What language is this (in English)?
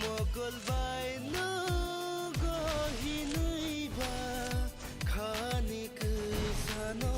Kok Borok